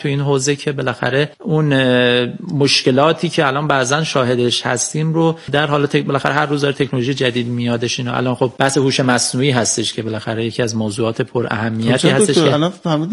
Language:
Persian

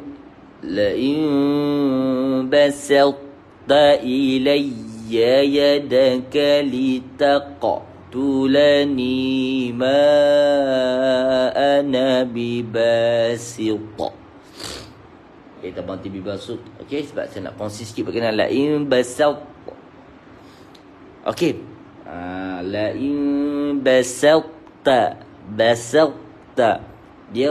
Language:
Malay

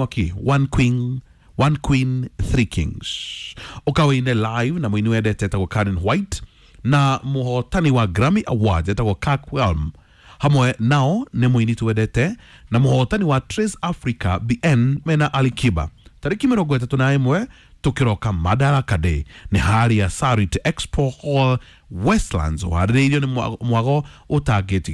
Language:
Kikuyu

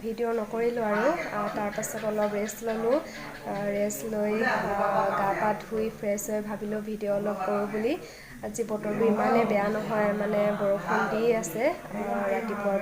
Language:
Assamese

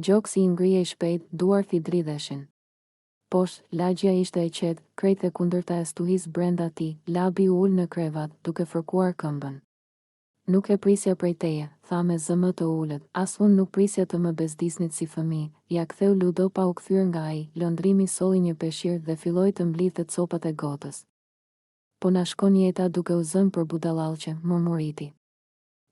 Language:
Albanian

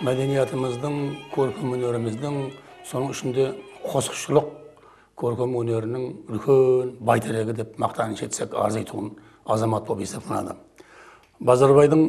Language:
Kara-Kalpak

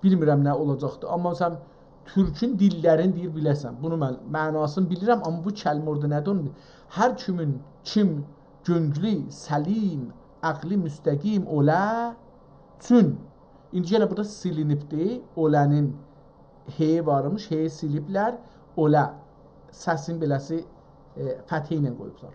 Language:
South Azerbaijani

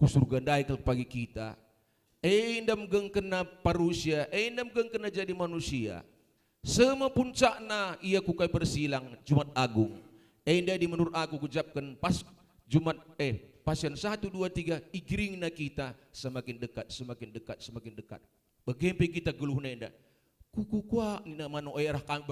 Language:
Batak Karo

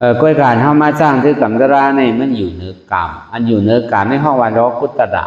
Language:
Shan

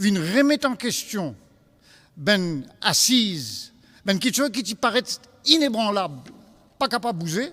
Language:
Morisyen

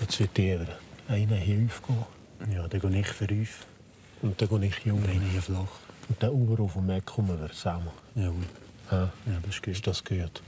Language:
Swiss German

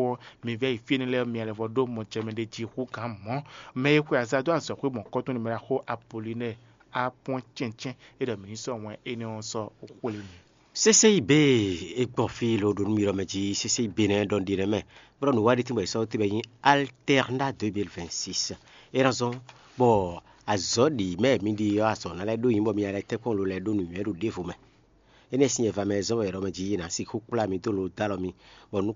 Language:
Fon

